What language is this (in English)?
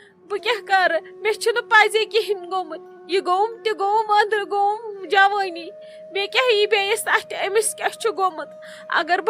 Kashmiri